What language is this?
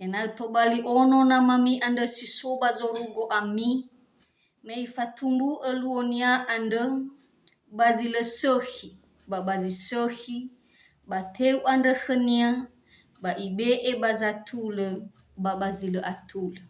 Nias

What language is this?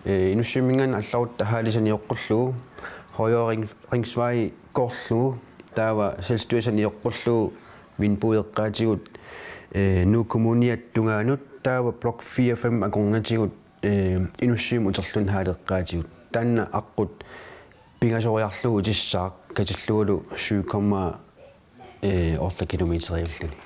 Kalaallisut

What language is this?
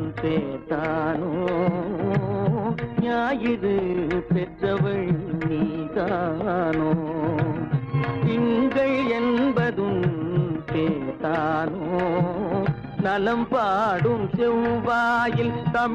Tamil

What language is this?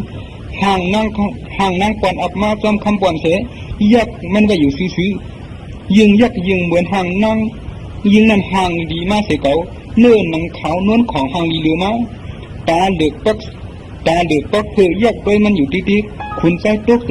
Shan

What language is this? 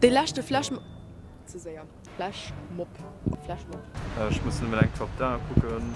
Luxembourgish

